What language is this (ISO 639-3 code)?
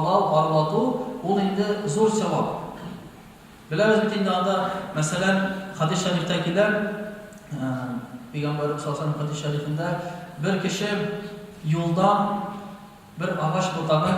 tat